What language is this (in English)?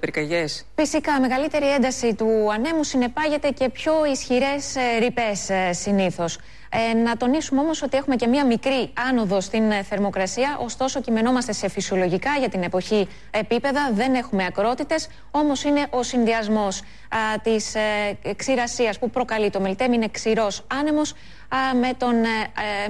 Greek